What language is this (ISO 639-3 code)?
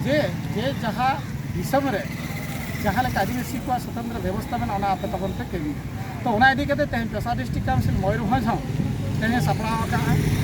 sat